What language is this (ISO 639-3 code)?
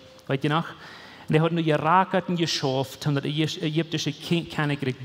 pdt